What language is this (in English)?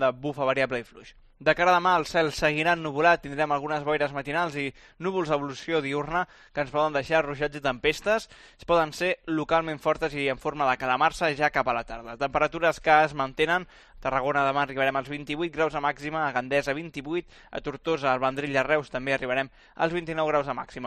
Catalan